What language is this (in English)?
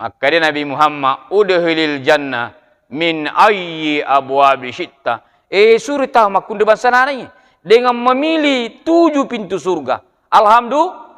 Buginese